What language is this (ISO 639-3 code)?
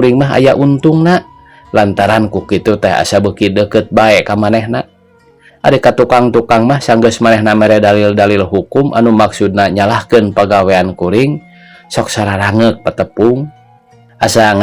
sun